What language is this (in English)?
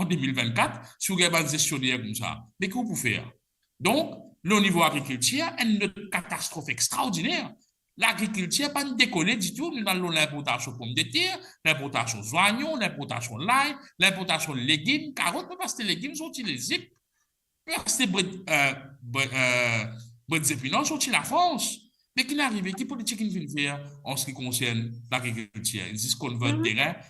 Morisyen